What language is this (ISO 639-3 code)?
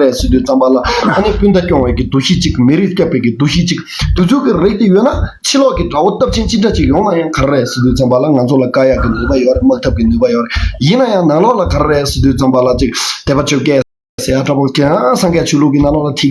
bod